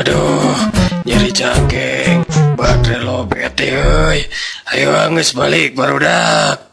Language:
Sundanese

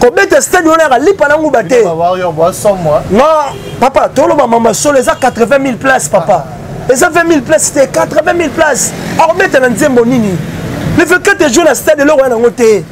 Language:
Lingala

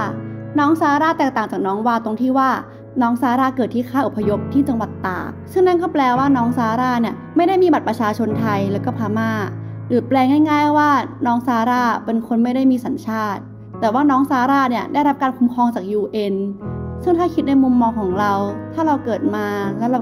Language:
Thai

